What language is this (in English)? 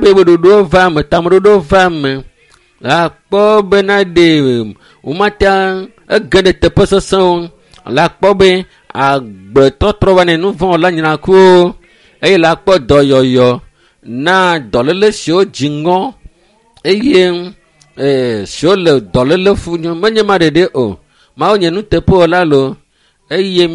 Ewe